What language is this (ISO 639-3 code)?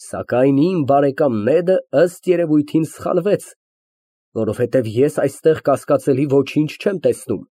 hye